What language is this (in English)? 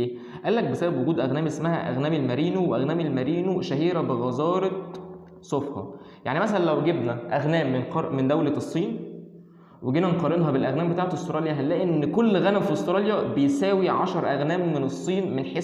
Egyptian Arabic